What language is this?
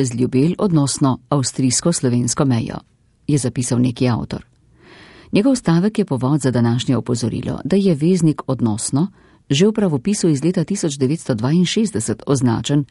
Slovenian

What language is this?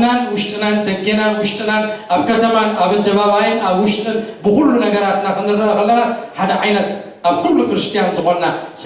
Tigrinya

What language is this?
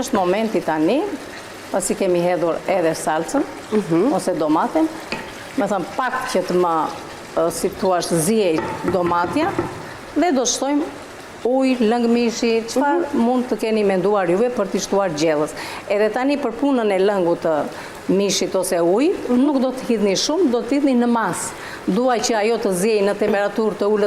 Albanian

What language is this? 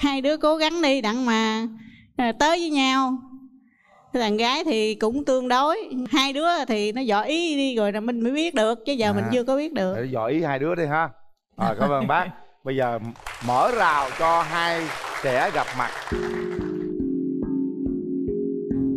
Vietnamese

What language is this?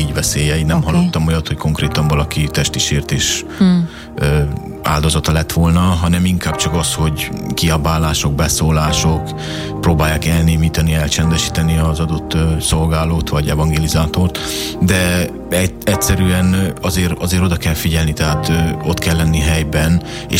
Hungarian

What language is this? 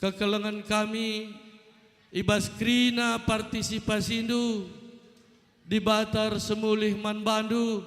Batak Karo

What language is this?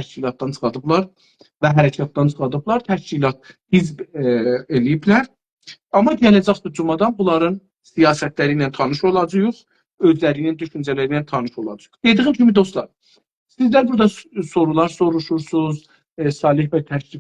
South Azerbaijani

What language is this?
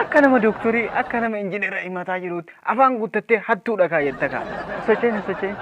Oromo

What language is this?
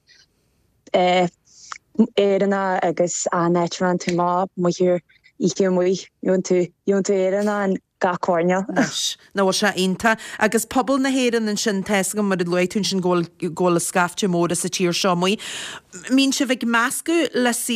Irish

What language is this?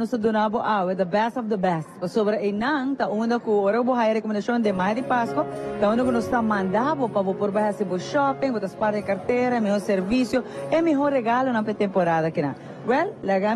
Papiamento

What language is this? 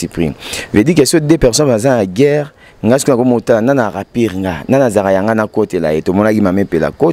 Lingala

